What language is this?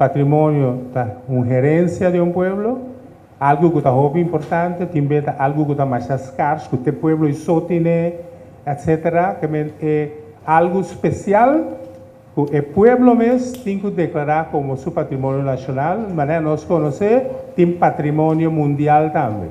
Papiamento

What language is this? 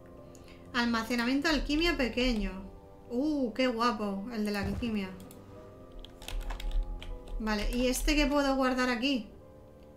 Spanish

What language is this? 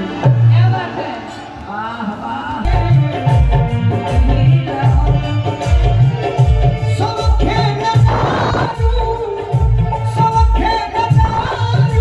Bhojpuri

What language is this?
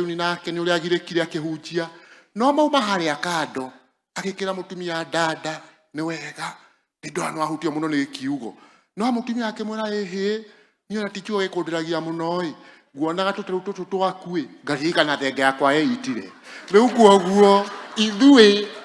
Kikuyu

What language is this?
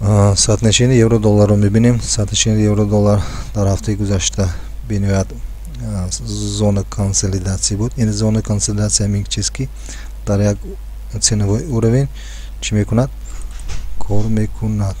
Tajik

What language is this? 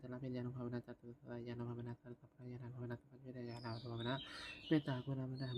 Pali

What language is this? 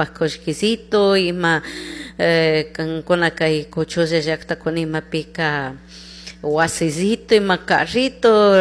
Chimborazo Highland Quichua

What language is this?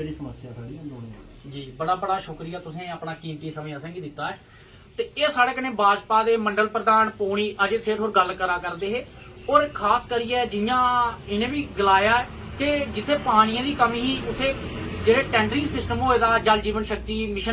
Dogri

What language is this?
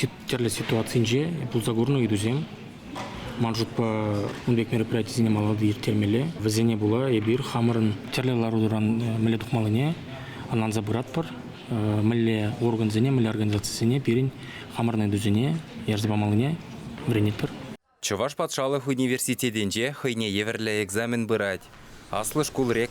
Chuvash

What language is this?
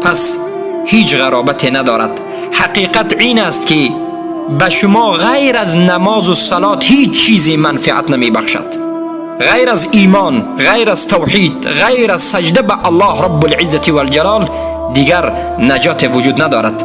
Tajik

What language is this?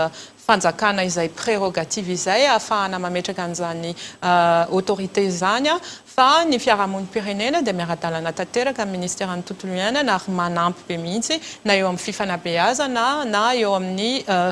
Malagasy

